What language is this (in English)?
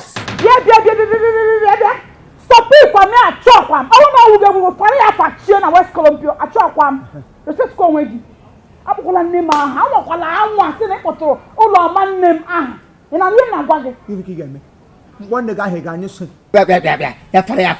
Igbo